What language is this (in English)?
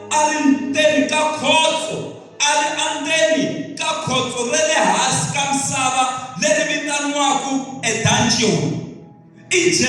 Tsonga